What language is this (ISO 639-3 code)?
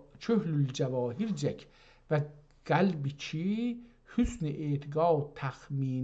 azb